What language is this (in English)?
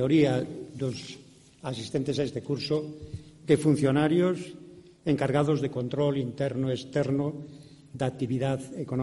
Galician